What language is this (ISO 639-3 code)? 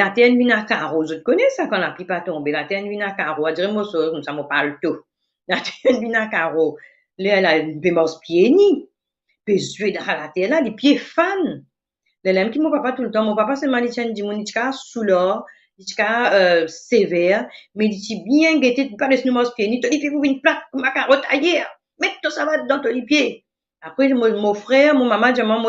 mfe